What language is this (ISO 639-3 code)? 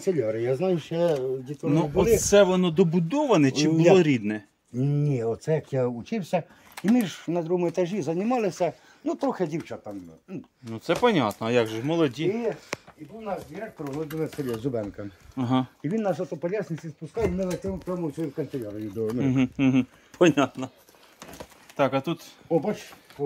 ukr